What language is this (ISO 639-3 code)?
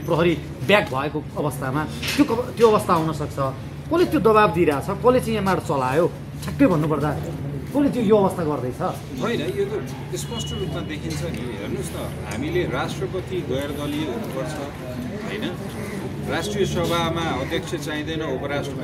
nep